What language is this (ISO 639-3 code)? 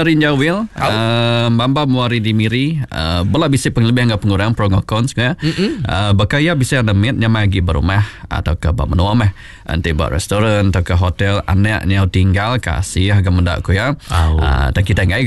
iba